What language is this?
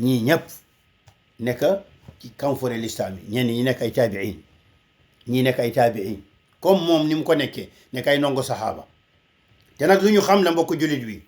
Wolof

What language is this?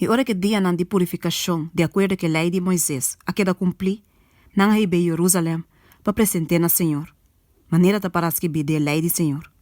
Papiamento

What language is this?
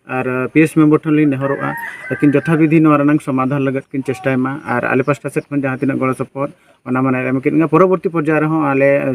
Santali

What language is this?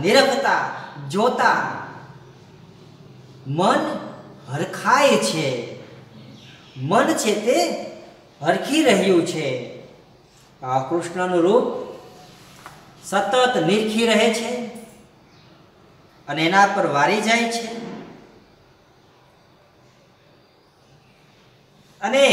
Gujarati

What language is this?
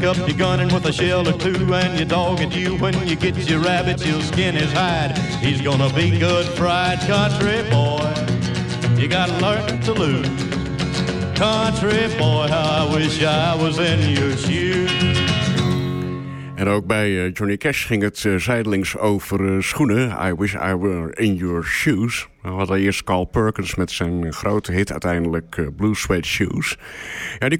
Dutch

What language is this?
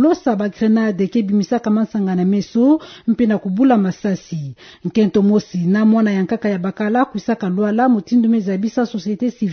Kituba (Democratic Republic of Congo)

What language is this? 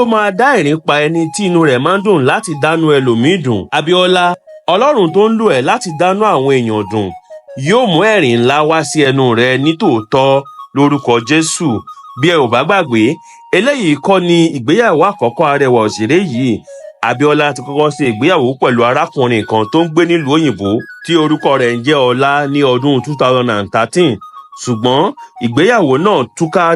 Yoruba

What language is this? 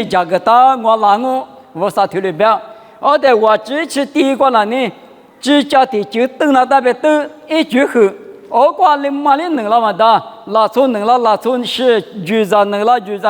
Lisu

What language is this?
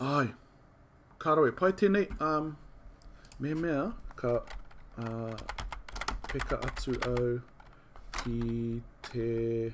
Māori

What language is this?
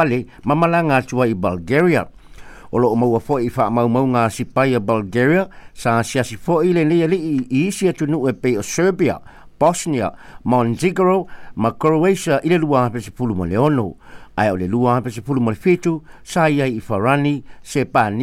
Samoan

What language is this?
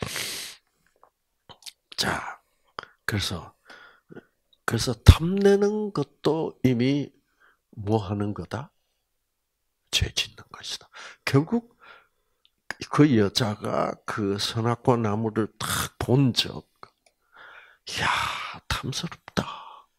Korean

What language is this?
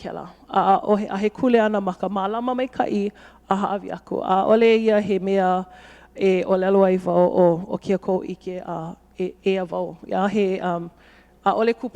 Hawaiian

